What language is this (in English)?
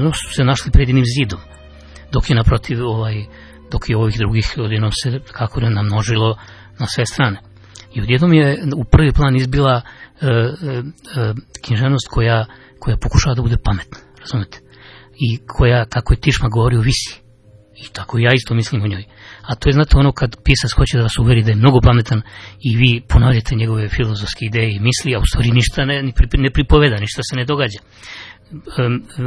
Serbian